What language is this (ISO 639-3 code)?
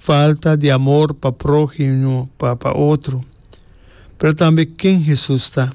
pap